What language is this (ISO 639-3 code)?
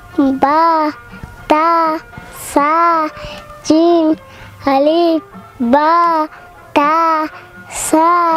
bgp